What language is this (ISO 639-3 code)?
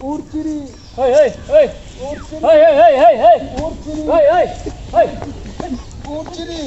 mai